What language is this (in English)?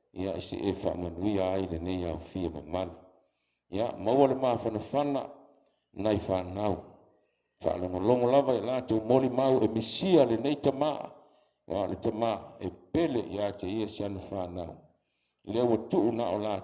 Samoan